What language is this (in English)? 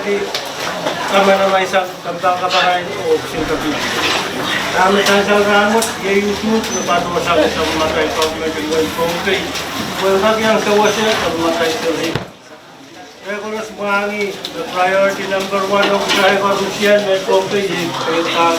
Pohnpeian